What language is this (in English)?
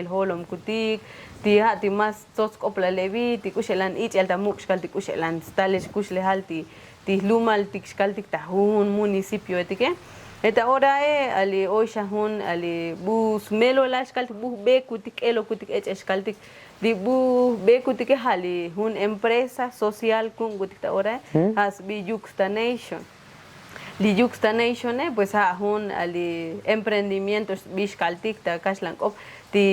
Tzotzil